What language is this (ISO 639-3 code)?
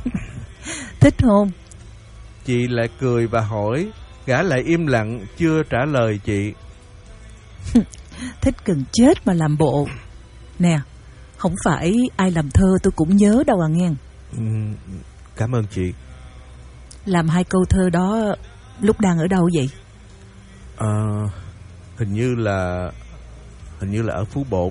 vie